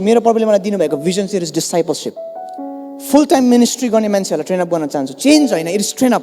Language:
Nepali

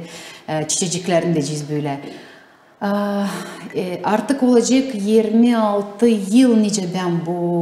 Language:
Gagauz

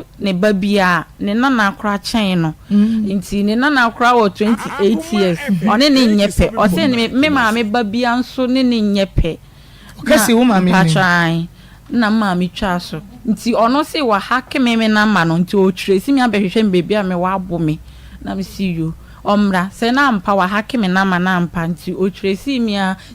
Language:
Akan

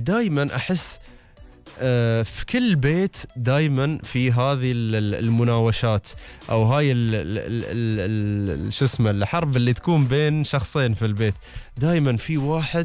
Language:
Gulf Arabic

